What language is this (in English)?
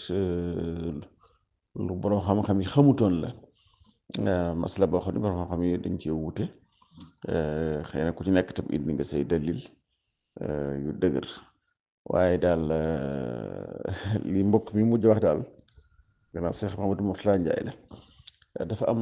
Wolof